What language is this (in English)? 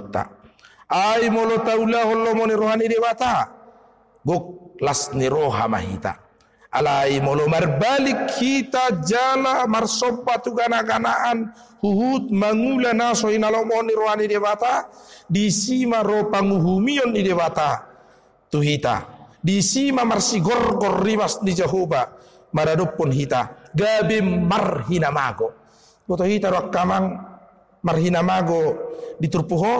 Batak Toba